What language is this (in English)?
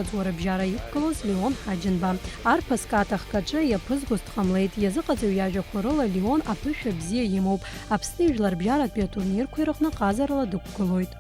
Abkhazian